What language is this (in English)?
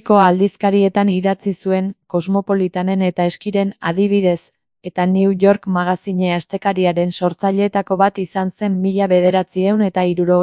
Basque